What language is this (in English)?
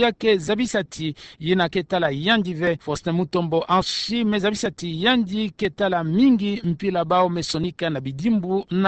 Kituba (Democratic Republic of Congo)